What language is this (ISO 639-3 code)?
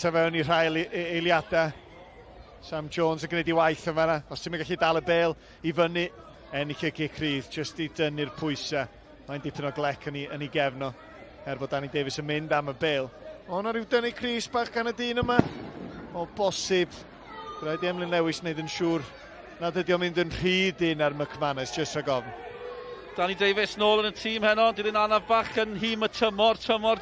cym